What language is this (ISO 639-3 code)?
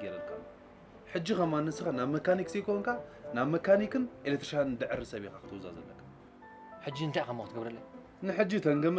tir